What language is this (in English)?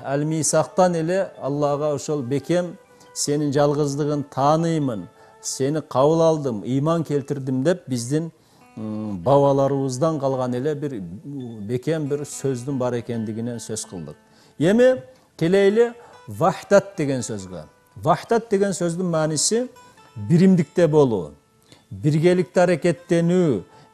Kyrgyz